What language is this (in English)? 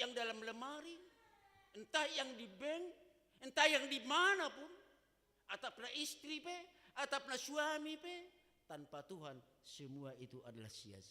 Batak Simalungun